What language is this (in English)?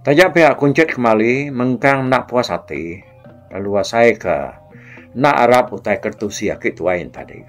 Iban